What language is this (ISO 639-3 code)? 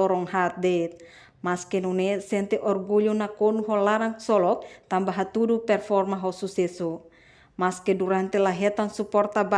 tet